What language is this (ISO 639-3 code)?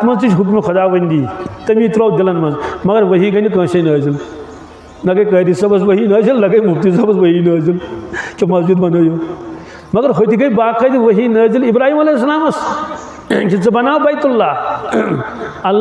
kas